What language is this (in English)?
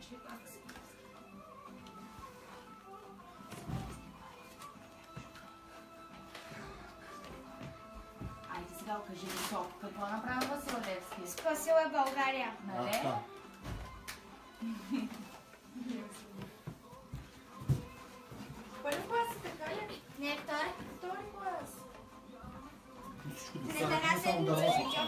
Bulgarian